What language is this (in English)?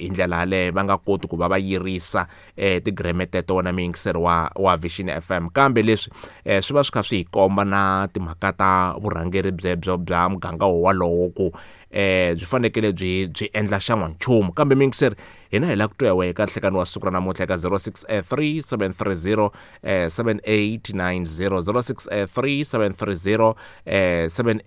Tsonga